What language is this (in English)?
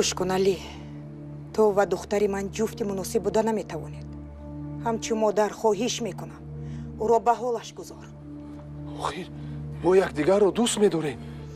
Tajik